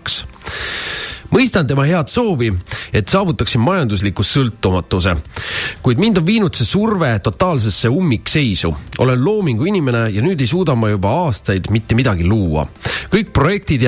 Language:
Estonian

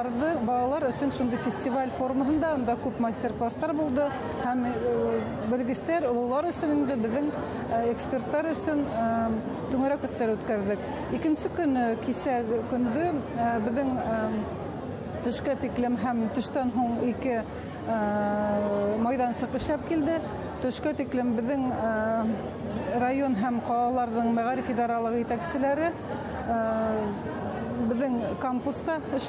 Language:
Bashkir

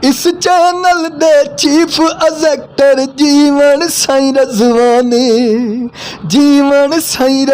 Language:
Saraiki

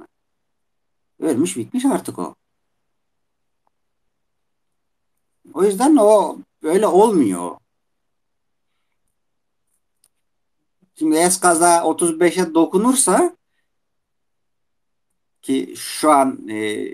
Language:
Turkish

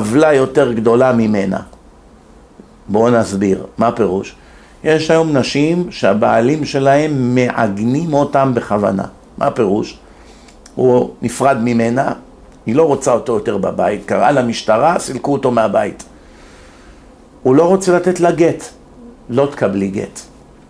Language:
Hebrew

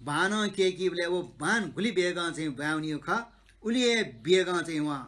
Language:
Newari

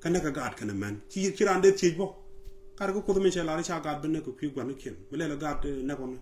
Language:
Nuer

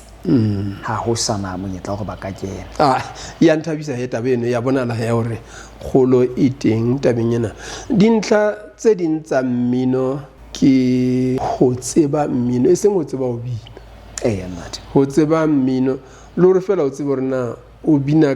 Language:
Southern Sotho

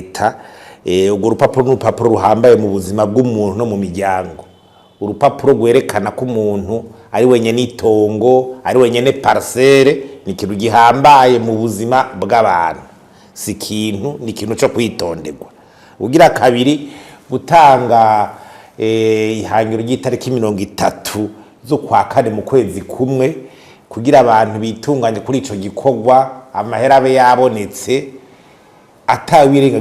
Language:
Rundi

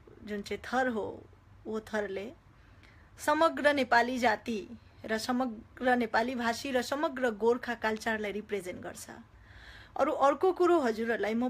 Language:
Nepali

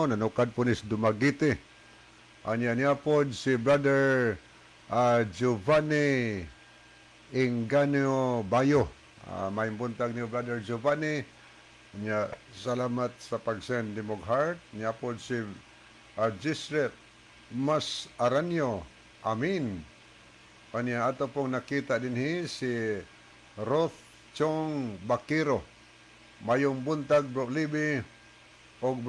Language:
Cebuano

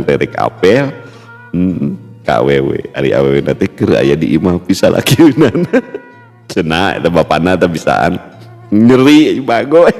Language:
Sundanese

